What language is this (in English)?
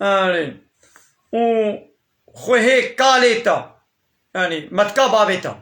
Kurdish